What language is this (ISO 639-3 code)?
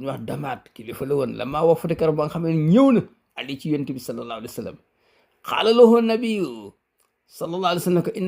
wol